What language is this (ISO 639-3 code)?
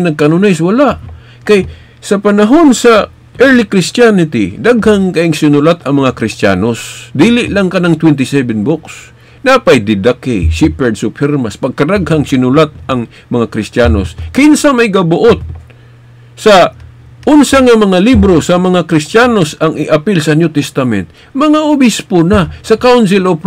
ceb